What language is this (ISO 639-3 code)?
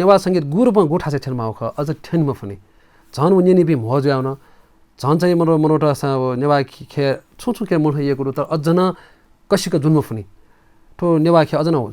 new